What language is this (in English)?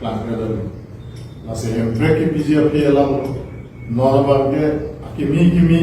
Karbi